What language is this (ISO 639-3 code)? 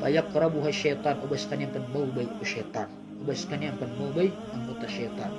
mrw